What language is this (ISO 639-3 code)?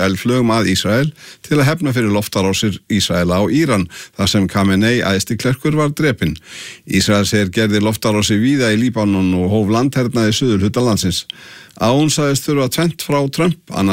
isl